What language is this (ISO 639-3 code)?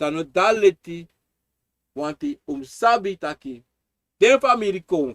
srn